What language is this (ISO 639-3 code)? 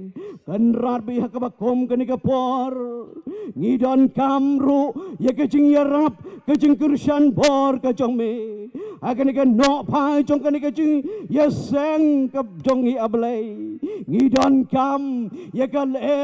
kha